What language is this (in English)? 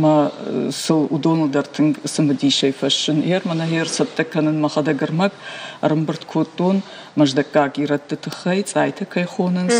Ossetic